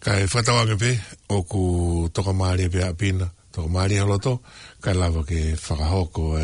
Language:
Tongan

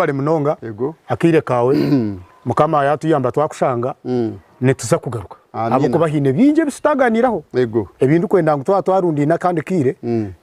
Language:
Nyankole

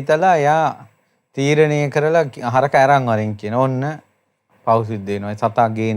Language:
Sinhala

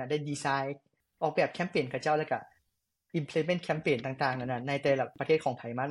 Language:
Lao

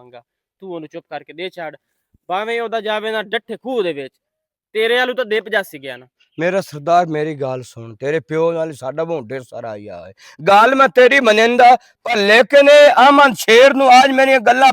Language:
Western Panjabi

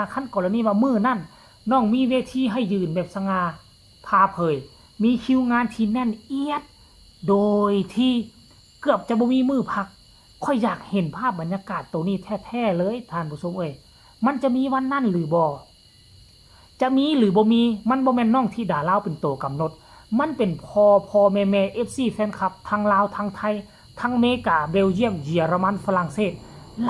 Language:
Northeastern Thai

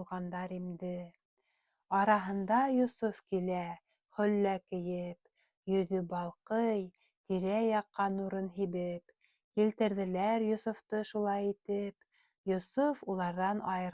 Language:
Bashkir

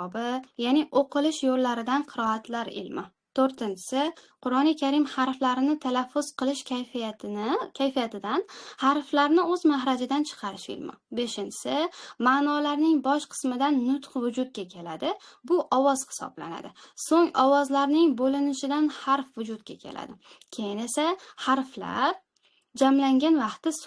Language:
Uzbek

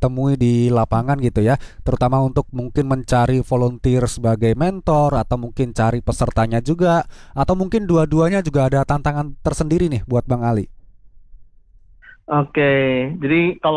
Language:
Indonesian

